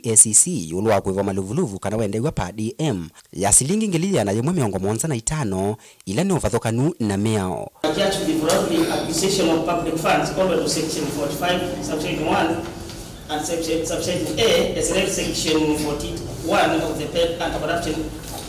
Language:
Kamba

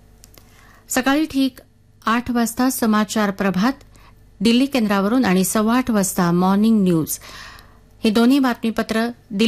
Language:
Marathi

